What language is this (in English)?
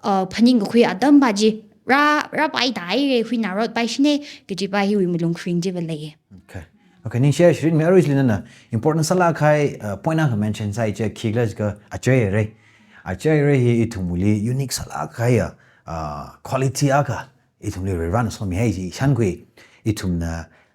Tangkhul Naga (India)